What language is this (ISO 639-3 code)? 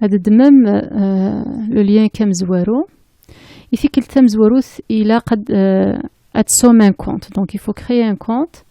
kab